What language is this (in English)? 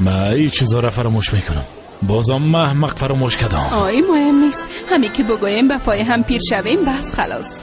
Persian